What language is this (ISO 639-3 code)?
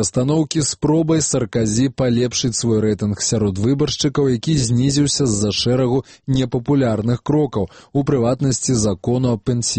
bel